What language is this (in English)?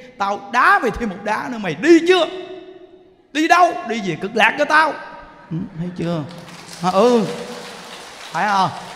Vietnamese